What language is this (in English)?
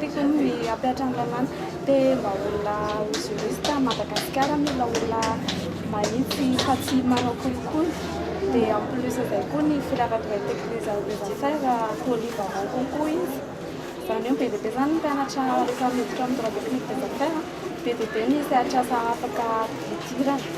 Malagasy